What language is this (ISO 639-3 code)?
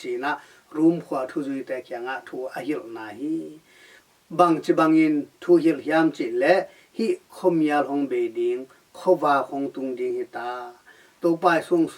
ctd